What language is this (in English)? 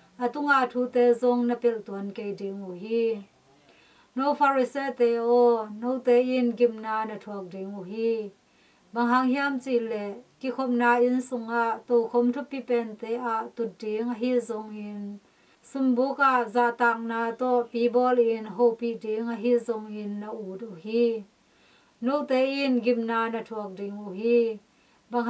Tedim Chin